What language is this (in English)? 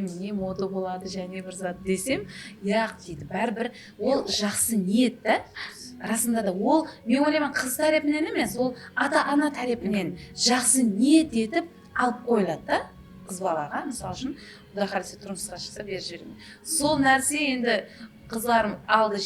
Kara-Kalpak